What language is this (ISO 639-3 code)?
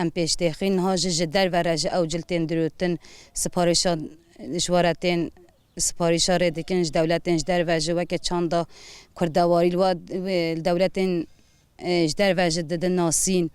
kur